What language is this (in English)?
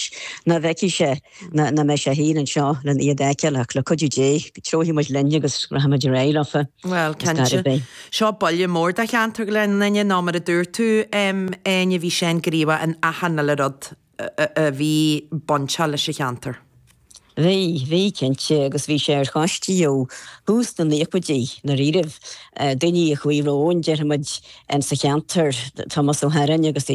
Irish